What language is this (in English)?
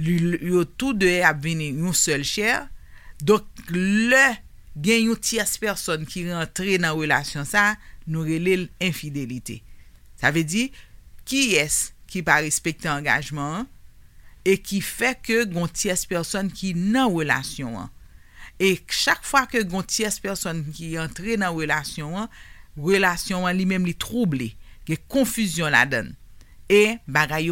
Haitian Creole